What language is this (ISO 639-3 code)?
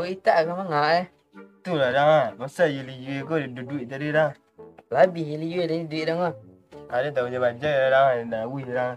min